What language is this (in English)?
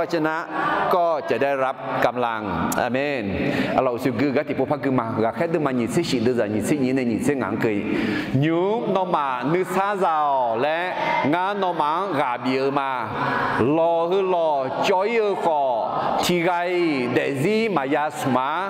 Akha